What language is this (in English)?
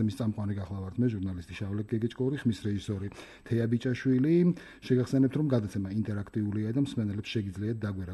Georgian